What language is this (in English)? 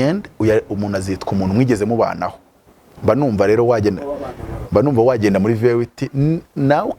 Kinyarwanda